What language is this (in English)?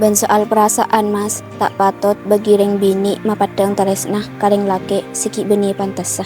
Madurese